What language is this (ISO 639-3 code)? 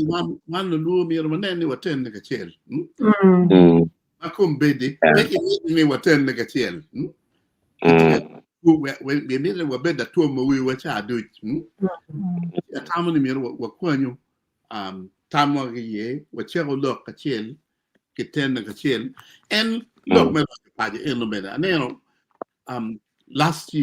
ach